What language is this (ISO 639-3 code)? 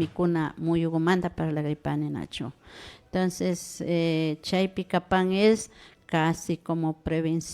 qvi